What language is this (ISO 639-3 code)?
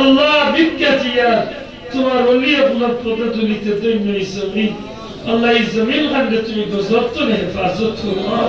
syl